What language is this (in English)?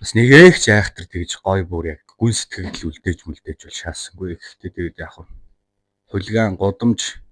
Mongolian